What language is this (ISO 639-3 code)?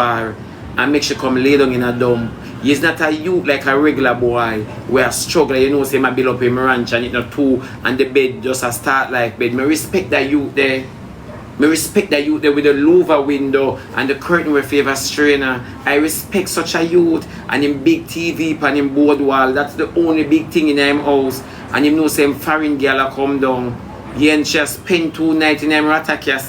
jam